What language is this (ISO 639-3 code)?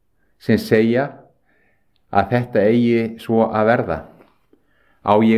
isl